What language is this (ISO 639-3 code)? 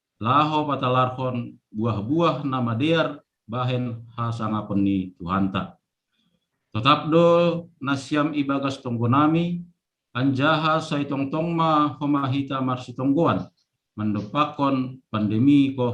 bts